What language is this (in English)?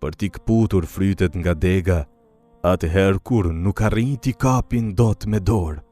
Albanian